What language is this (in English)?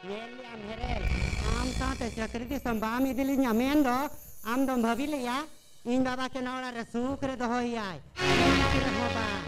Santali